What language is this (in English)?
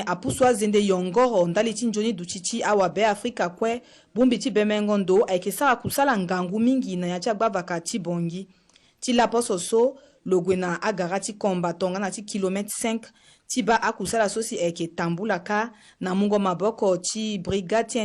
Sango